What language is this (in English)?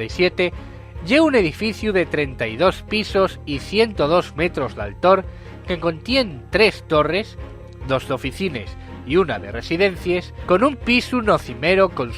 Asturian